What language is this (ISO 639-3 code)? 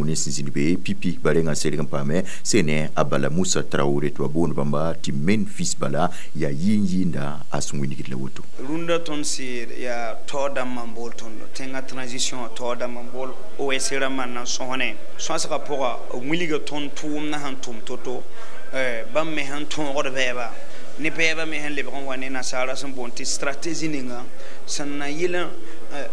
mos